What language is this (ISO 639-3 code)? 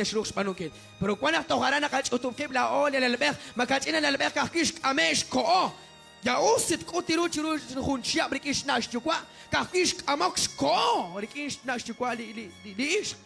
kek